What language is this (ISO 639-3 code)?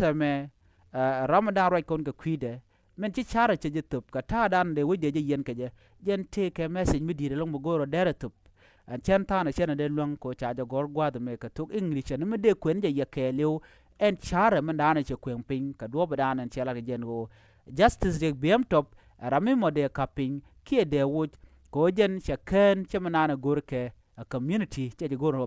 nus